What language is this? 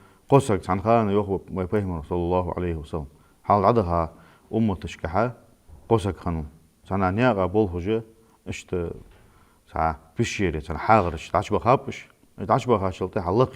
Ingush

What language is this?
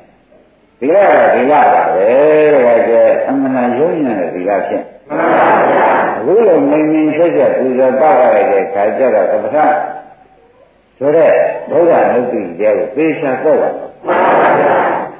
Burmese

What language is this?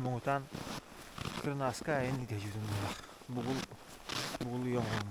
Yakut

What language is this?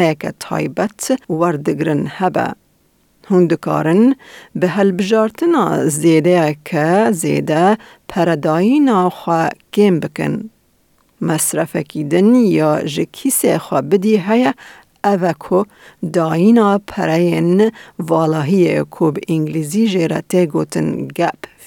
Kurdish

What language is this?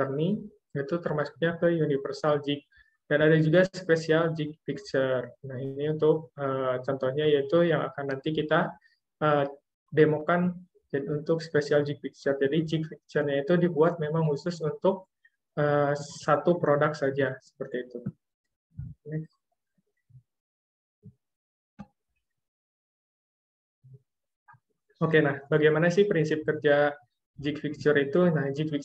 Indonesian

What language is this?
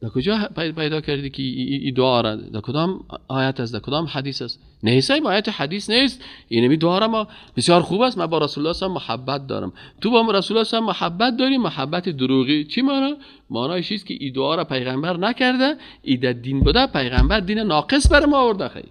Persian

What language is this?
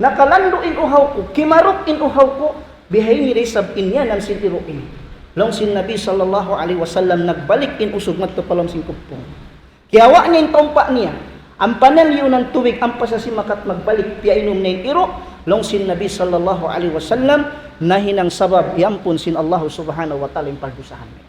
Tausug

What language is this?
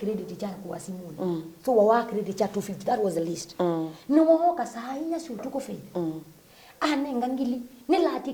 Kamba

